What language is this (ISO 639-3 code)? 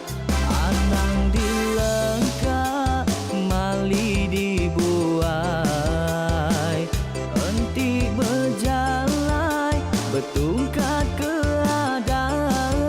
iba